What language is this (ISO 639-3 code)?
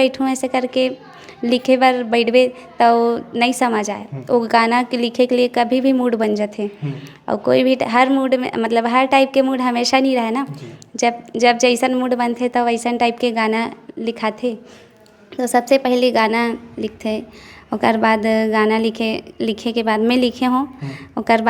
hne